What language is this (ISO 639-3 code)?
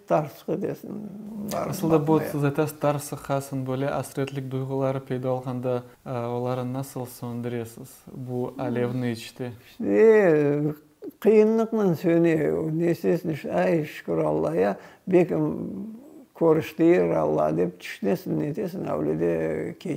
crh